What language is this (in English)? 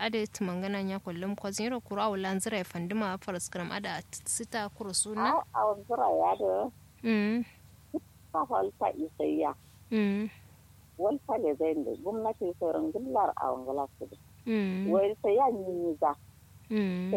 Kanuri